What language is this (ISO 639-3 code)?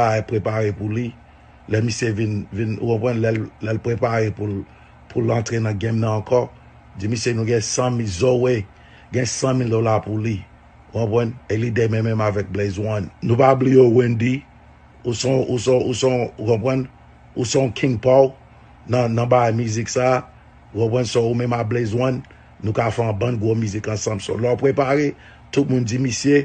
hat